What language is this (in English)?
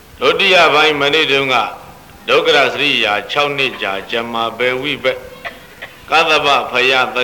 Burmese